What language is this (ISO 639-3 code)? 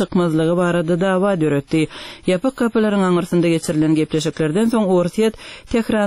tuk